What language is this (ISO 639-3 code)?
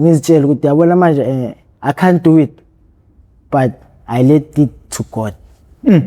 zul